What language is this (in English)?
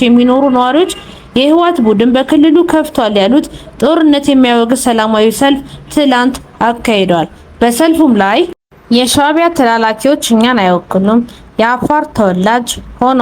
Amharic